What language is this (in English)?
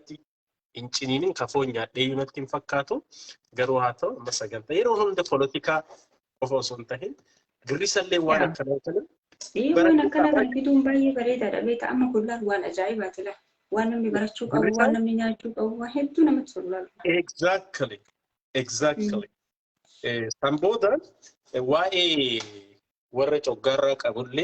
Oromo